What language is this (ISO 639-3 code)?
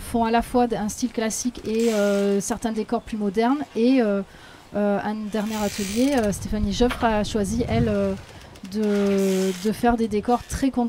fra